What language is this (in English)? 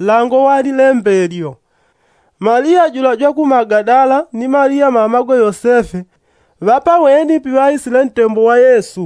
Yao